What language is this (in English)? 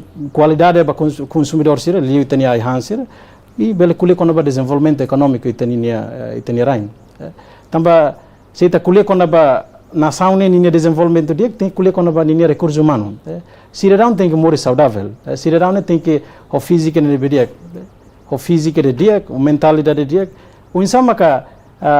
Tetum